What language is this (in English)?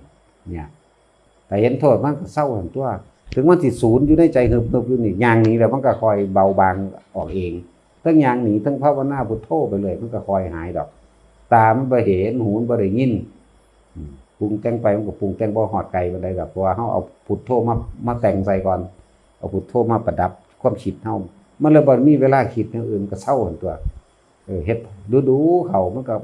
Northeastern Thai